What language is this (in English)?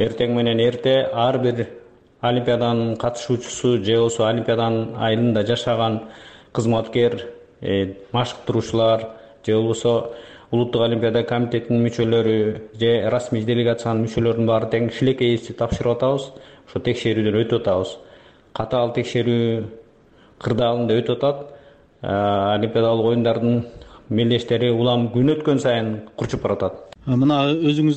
Kyrgyz